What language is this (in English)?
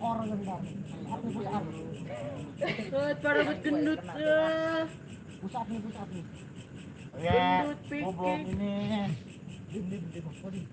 Betawi